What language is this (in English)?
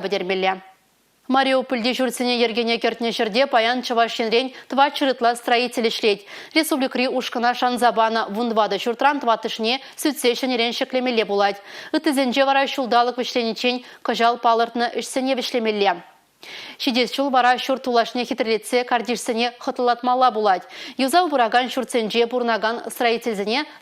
Chuvash